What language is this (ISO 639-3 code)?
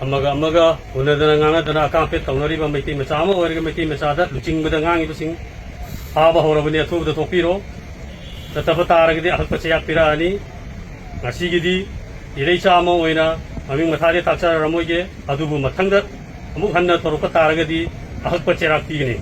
mni